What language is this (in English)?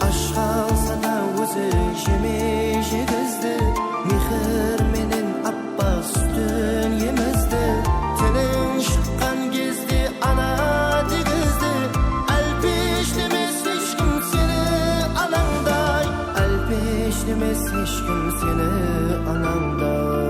Kara-Kalpak